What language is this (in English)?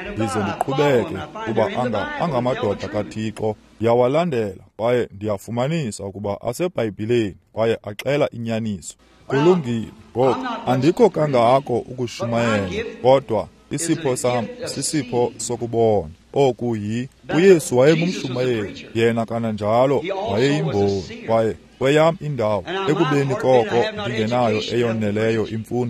Xhosa